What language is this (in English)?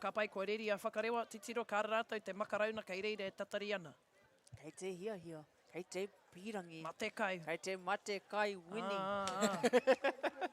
Māori